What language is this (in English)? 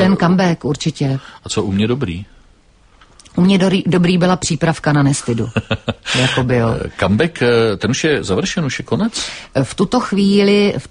Czech